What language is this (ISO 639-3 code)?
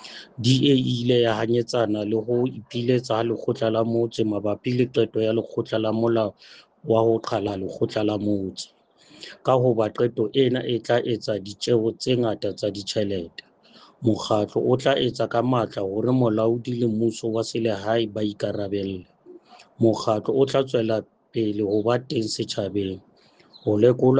sot